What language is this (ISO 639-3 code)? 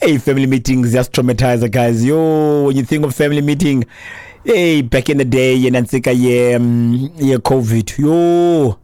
xho